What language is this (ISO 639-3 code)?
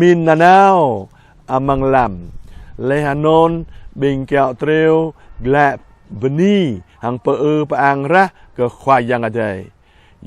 jra